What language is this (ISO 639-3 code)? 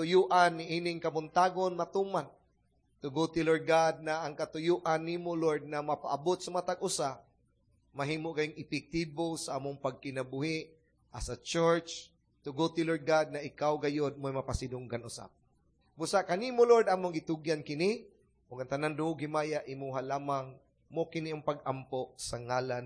ceb